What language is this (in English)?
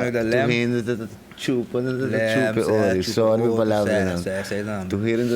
Papiamento